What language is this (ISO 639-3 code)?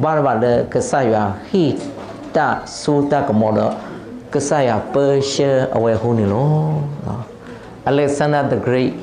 ksw